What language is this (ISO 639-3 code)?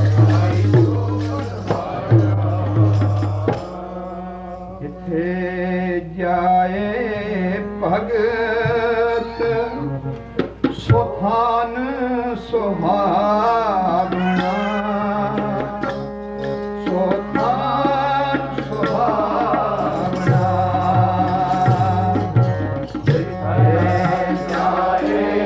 pan